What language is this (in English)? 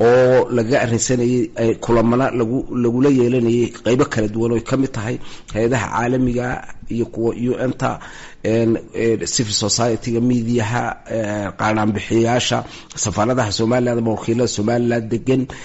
Somali